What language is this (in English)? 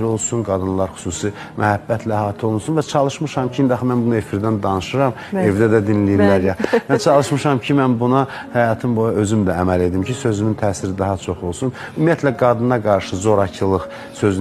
Azerbaijani